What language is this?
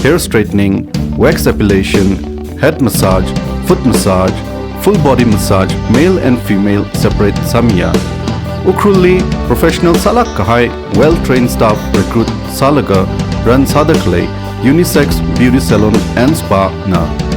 Tangkhul Naga (India)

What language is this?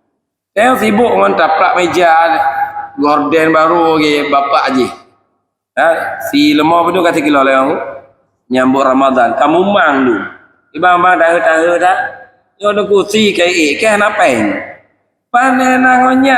Achinese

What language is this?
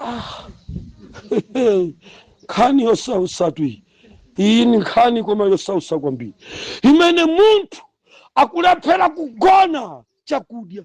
Nyanja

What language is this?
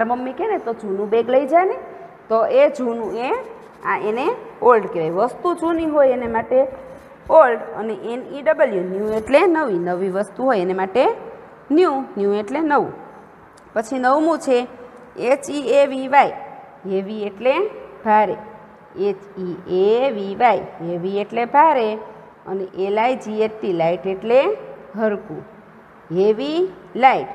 Gujarati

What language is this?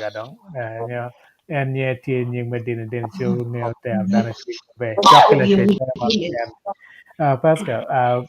Acoli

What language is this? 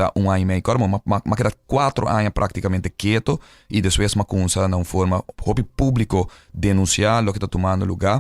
Papiamento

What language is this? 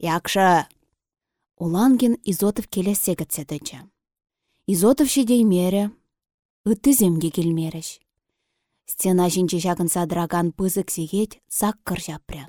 Chuvash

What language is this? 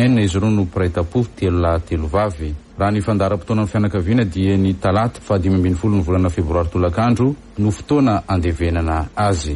Malagasy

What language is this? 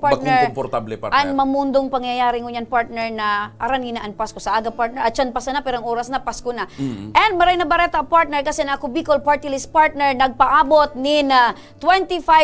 Bikol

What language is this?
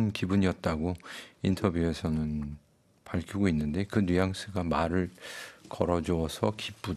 Korean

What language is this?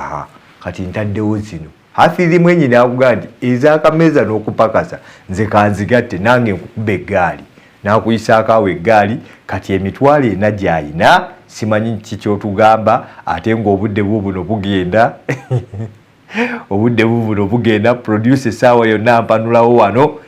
Ganda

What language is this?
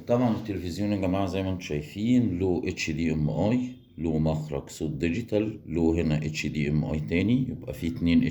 Egyptian Arabic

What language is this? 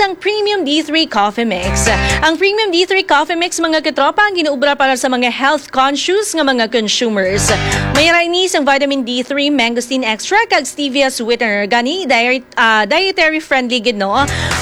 Hiligaynon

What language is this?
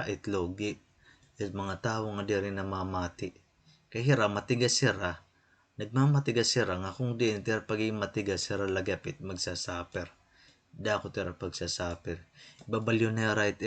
Waray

